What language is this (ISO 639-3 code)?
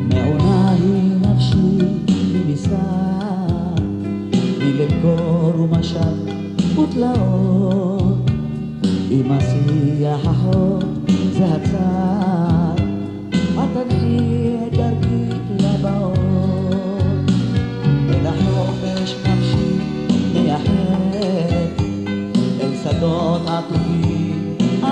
heb